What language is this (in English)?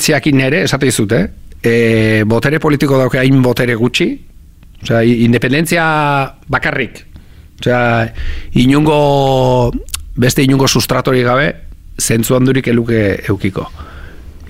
Basque